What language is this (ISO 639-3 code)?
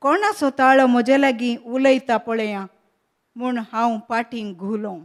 kok